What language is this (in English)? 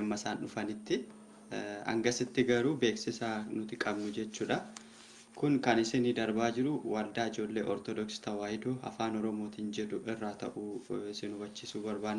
Oromo